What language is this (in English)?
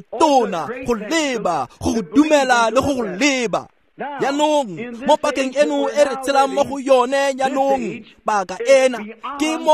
Tswana